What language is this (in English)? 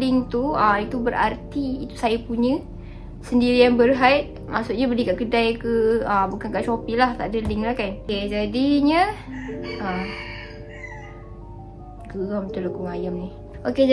Malay